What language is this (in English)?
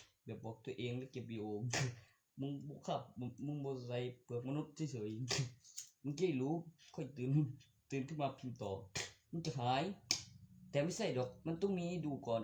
Northeastern Thai